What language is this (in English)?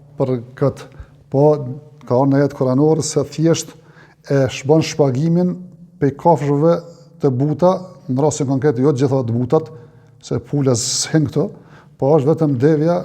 Albanian